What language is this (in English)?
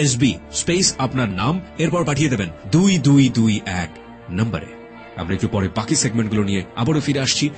Bangla